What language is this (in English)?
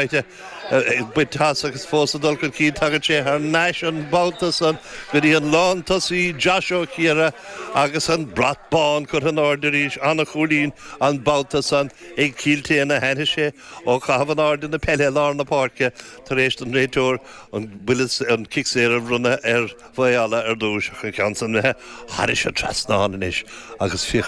Irish